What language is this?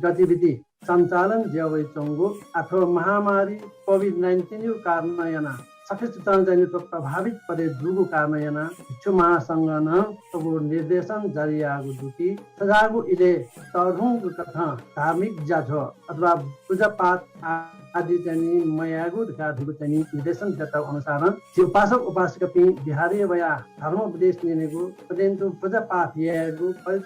Newari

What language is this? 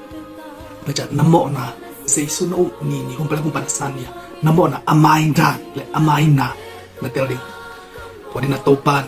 Tedim Chin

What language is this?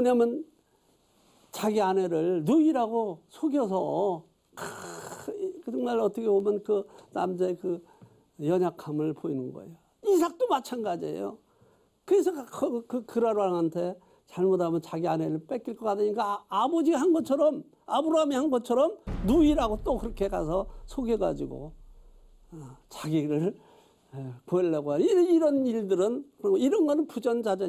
Korean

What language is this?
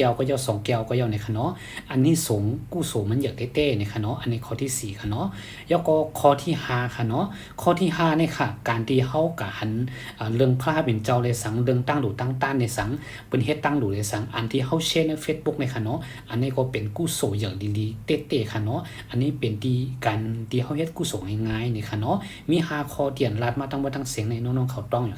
Shan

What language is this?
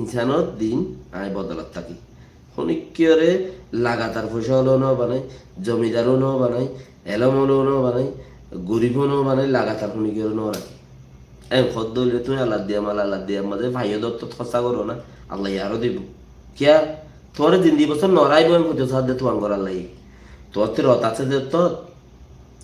Rohingya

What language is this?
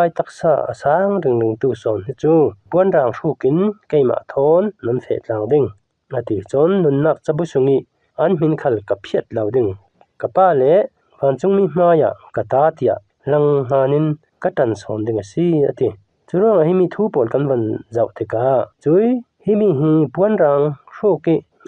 Falam Chin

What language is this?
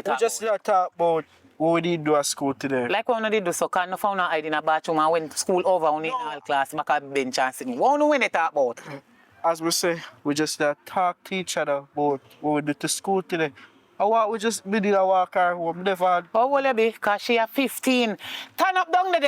Jamaican Creole English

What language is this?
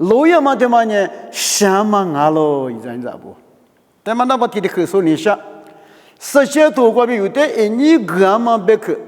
Lisu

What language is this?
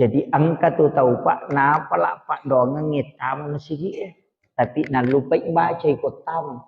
Buginese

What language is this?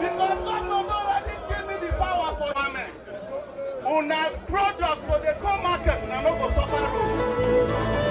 Nigerian Pidgin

